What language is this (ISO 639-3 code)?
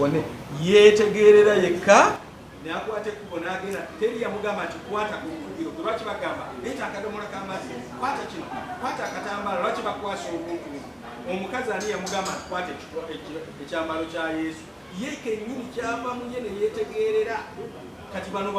lug